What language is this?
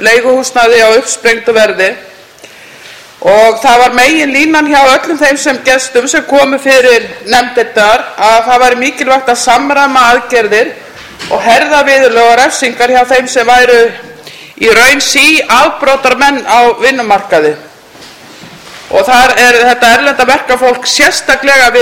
Icelandic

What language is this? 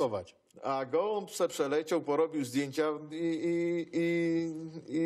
Silesian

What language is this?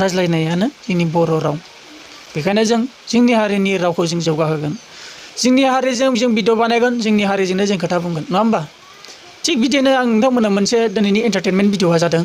Bodo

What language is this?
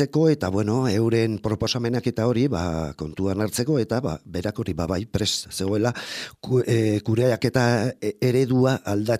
Basque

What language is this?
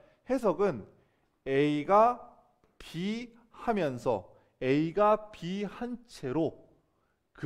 Korean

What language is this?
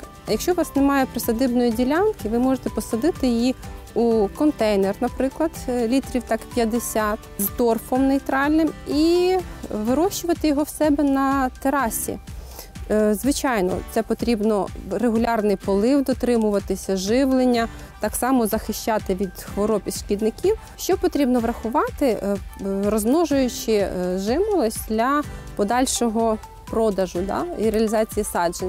Ukrainian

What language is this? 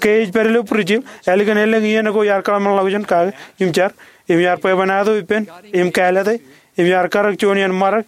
Marshallese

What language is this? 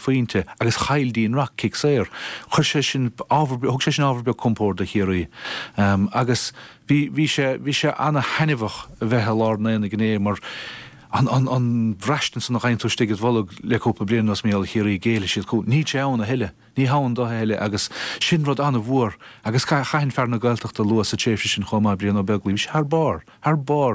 Irish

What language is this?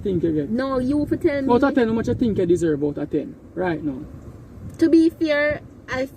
Jamaican Creole English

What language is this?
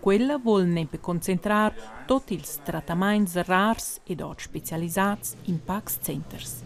Romansh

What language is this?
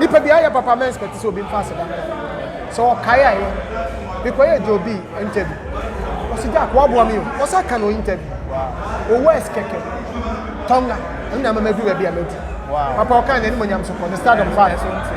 Akan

